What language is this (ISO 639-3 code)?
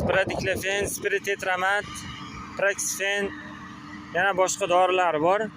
uzb